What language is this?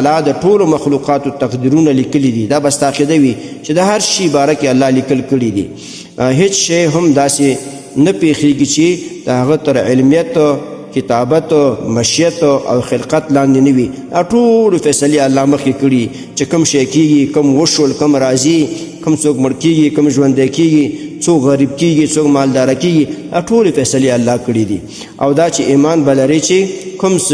Pashto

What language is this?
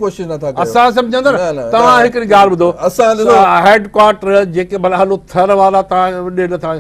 Sindhi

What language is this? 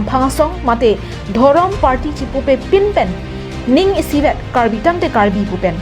Karbi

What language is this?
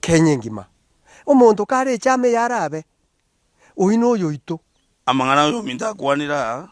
Gusii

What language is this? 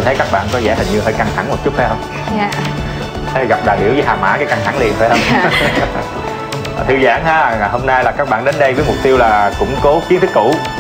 Vietnamese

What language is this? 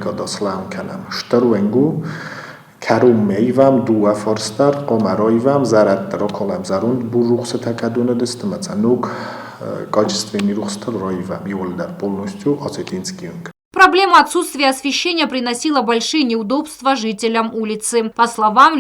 Ossetic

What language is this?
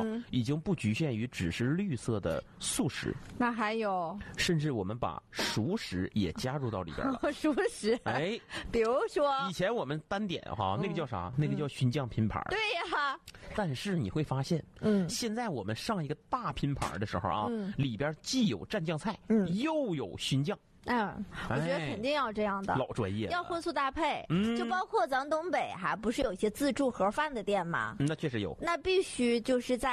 Chinese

